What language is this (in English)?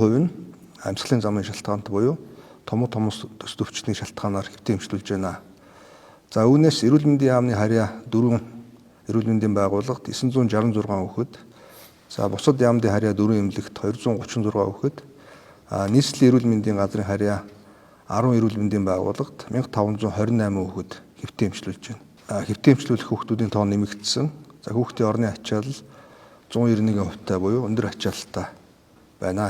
Mongolian